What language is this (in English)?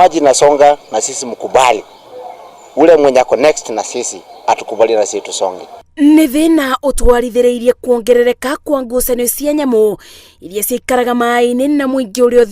Kikuyu